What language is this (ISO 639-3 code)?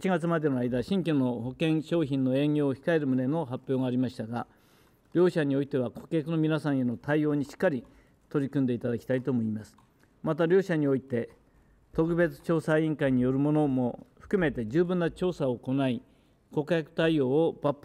jpn